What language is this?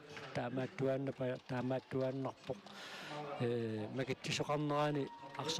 Kalaallisut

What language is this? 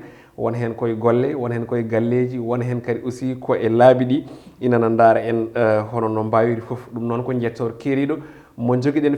Fula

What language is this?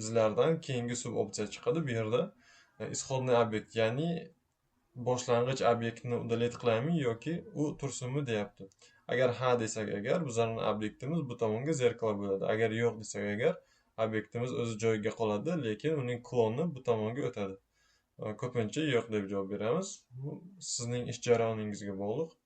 Uzbek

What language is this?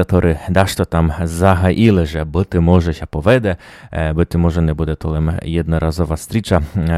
Rusyn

